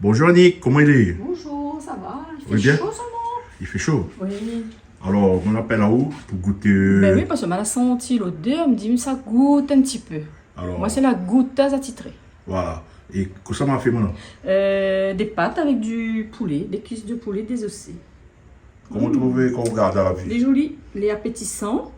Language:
Réunion Creole French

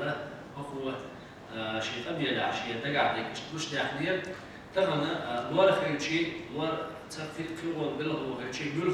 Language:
Chechen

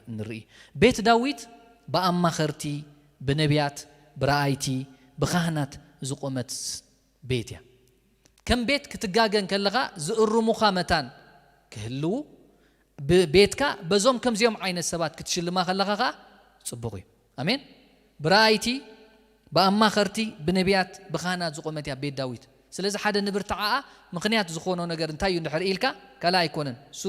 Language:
Tigrinya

